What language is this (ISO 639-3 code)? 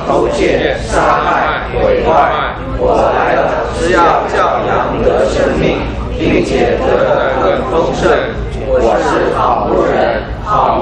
zho